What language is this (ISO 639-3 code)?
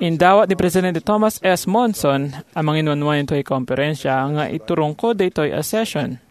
ilo